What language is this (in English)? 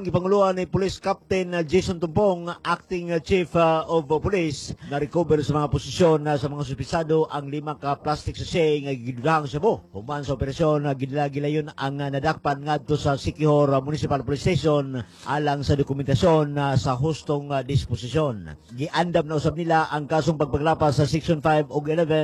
Cebuano